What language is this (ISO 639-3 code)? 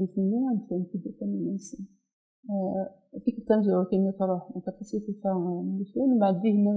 kab